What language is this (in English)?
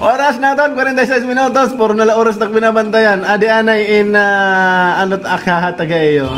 Waray